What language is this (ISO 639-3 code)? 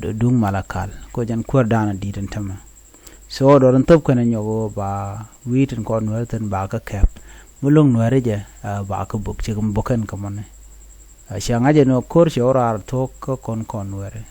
nus